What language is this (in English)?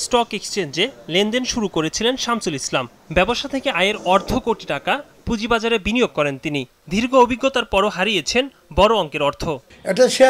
Bangla